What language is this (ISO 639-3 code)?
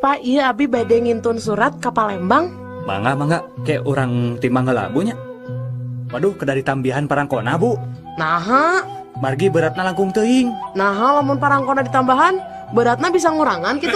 sun